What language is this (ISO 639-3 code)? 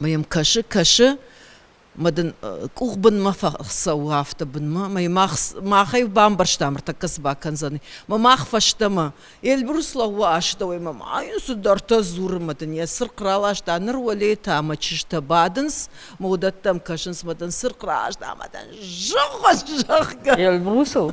oss